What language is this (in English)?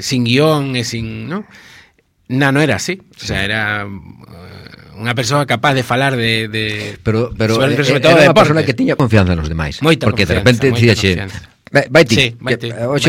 Galician